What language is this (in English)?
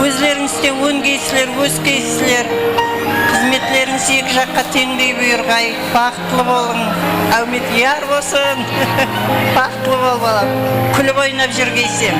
Kara-Kalpak